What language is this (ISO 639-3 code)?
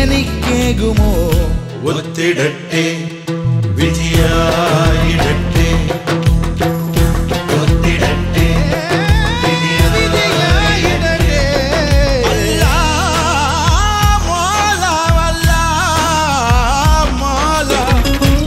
mal